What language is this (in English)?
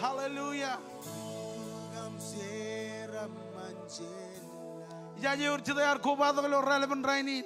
Marshallese